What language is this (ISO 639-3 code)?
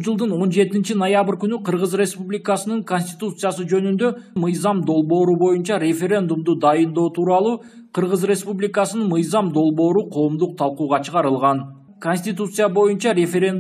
kir